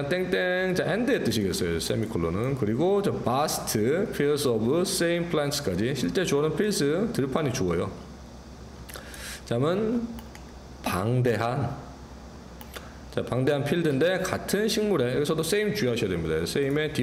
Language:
Korean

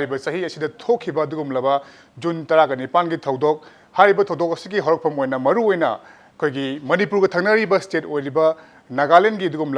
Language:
Manipuri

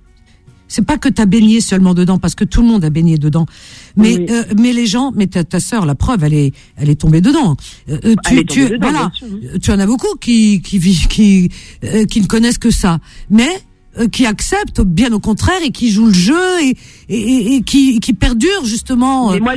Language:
French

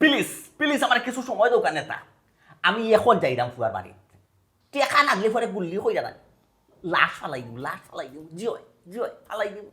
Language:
Sylheti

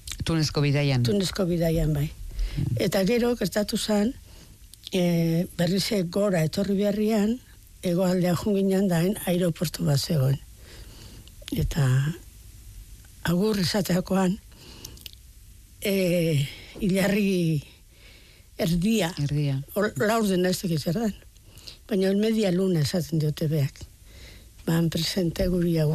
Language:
Basque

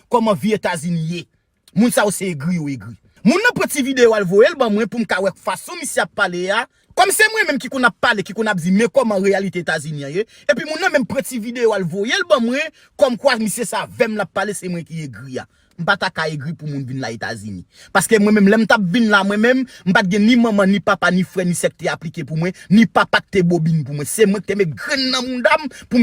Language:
Haitian Creole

